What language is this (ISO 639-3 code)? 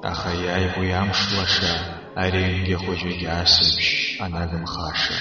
abk